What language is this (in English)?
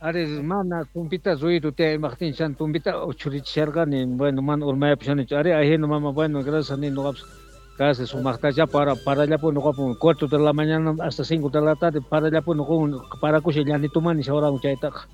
South Bolivian Quechua